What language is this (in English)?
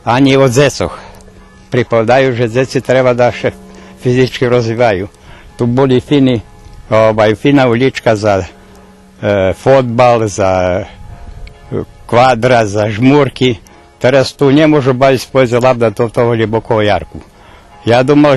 Rusyn